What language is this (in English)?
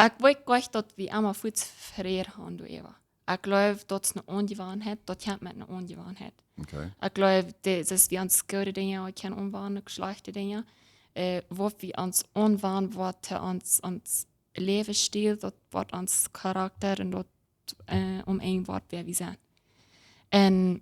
Plautdietsch